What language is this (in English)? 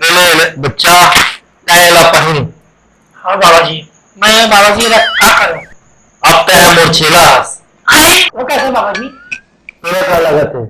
Chhattisgarhi